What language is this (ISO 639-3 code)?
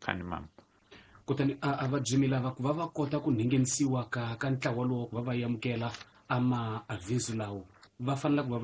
tso